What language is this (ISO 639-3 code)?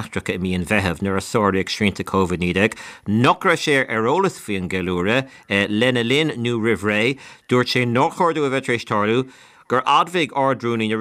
gle